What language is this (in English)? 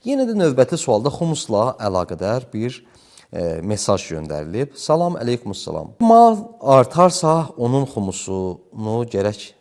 Azerbaijani